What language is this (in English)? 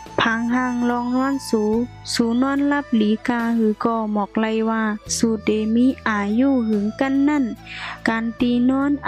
Shan